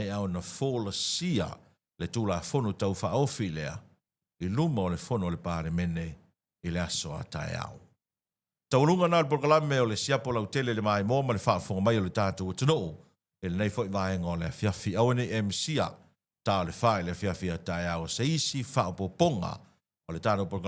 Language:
Samoan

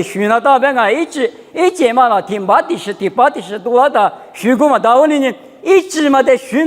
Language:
Lisu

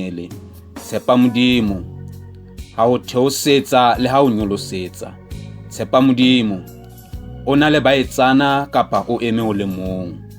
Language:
Southern Sotho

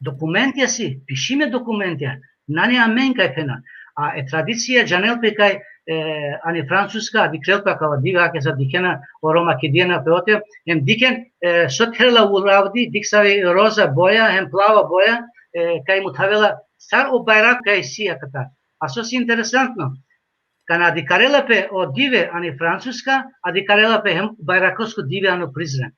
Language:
Balkan Romani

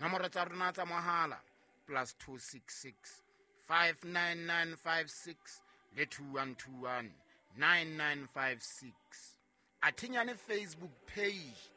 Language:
Southern Sotho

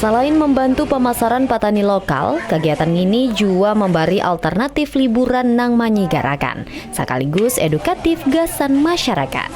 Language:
Banjar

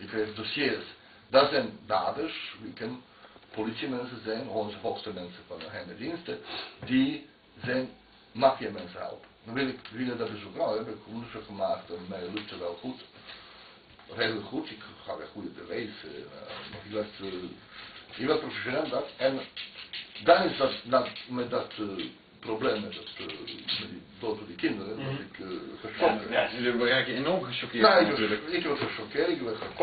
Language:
Dutch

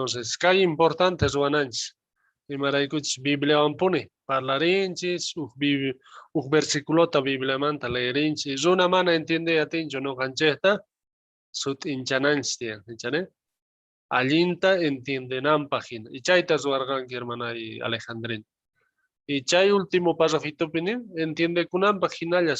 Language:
South Bolivian Quechua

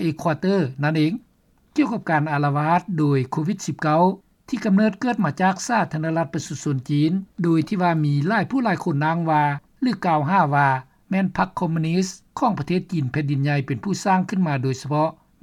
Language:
Lao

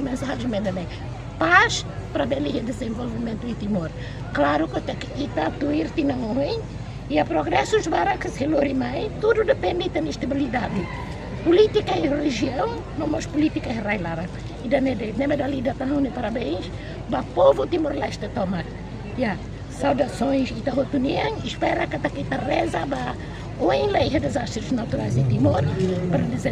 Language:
Tetum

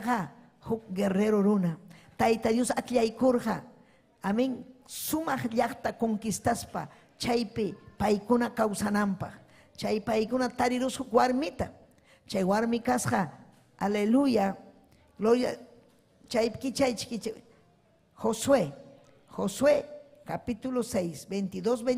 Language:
Ayacucho Quechua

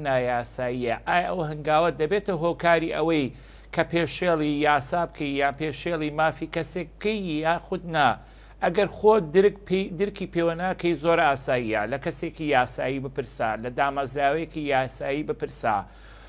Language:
Central Kurdish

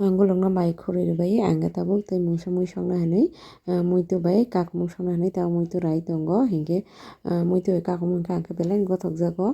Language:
Kok Borok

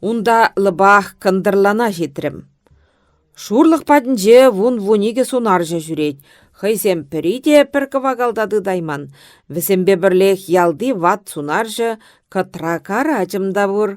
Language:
Chuvash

